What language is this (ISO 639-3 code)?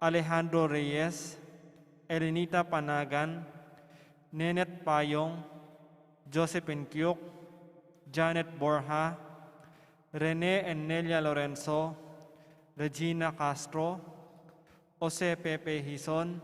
pam